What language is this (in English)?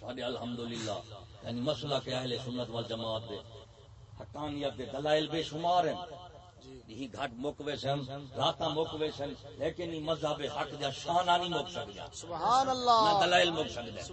Saraiki